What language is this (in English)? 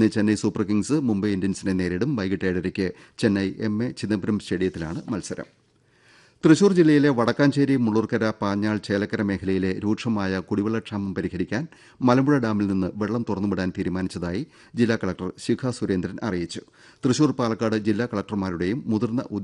Malayalam